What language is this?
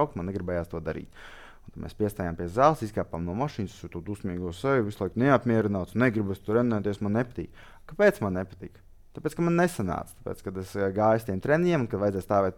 Latvian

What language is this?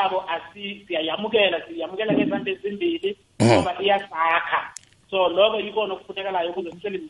South Ndebele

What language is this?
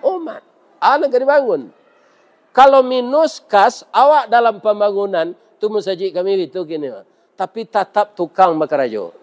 Minangkabau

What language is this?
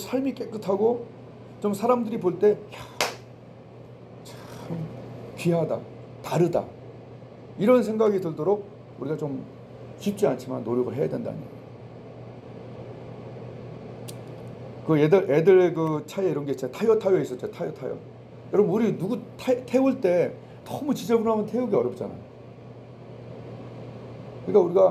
Korean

